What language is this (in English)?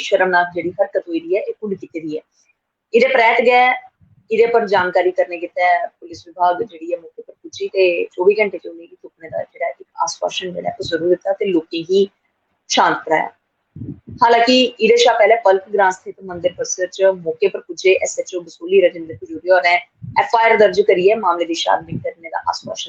Dogri